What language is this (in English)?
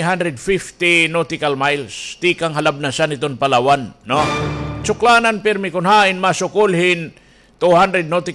Waray